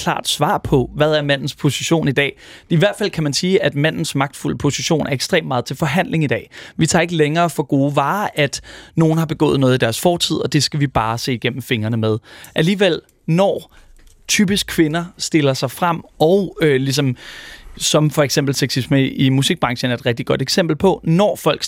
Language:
Danish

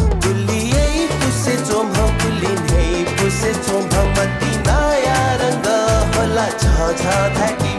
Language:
Newari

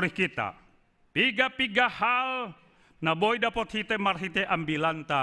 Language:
Batak Simalungun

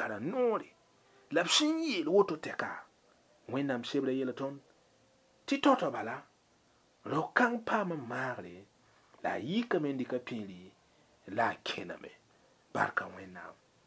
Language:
Mossi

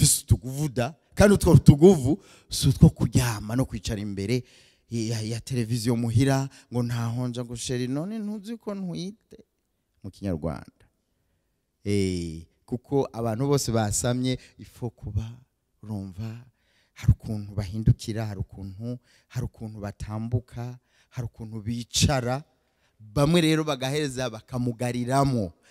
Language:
Rundi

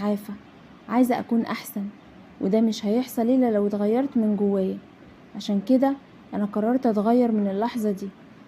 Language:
Egyptian Arabic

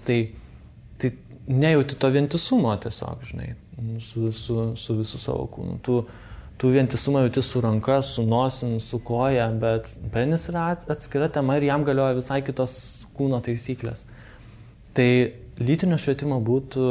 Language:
Lithuanian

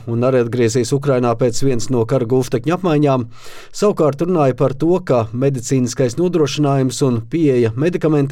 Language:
Latvian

